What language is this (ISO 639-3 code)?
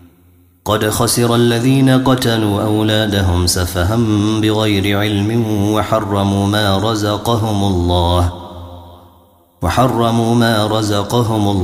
ara